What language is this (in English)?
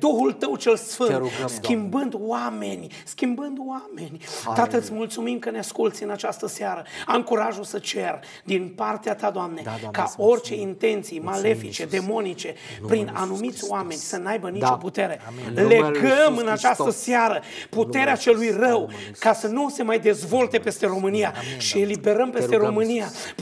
Romanian